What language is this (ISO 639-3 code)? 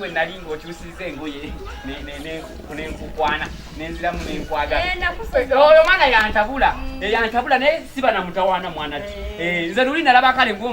lug